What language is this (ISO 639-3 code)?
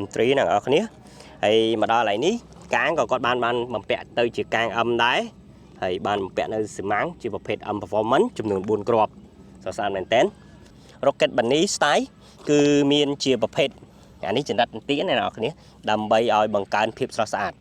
khm